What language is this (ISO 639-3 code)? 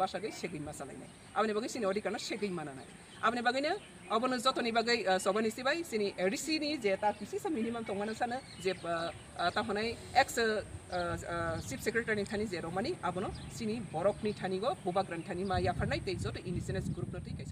trp